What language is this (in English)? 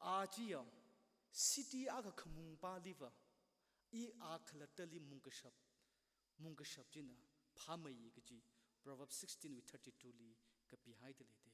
Tangkhul Naga (India)